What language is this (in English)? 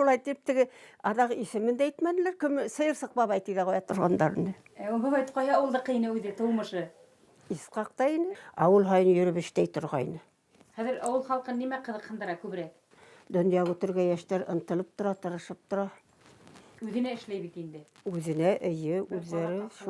Bashkir